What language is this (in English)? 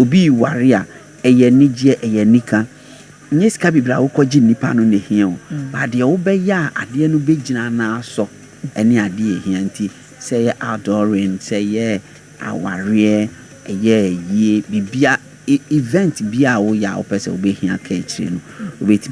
Akan